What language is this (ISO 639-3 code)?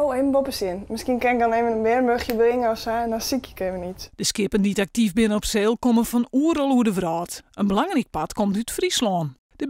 fry